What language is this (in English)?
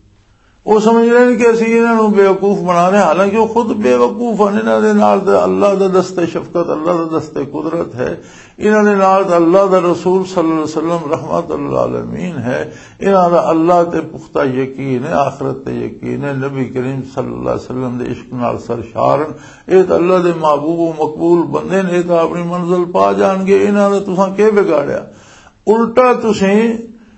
Western Panjabi